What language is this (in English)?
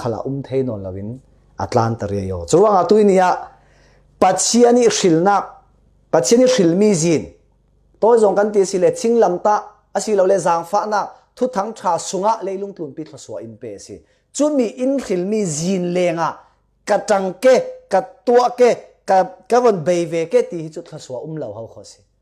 Falam Chin